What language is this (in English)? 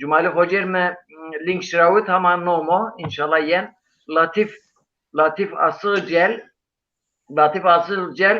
Zaza